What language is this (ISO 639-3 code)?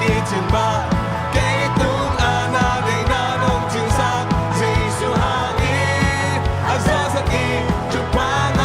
ctd